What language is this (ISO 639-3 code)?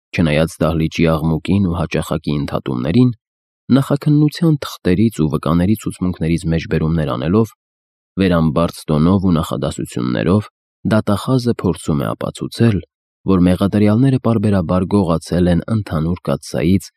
hye